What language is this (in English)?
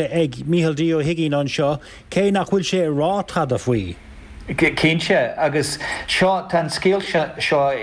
Irish